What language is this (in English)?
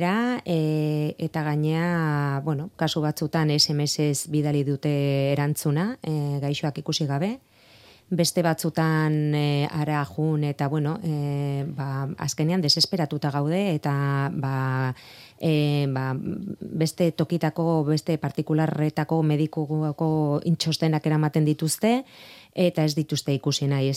Basque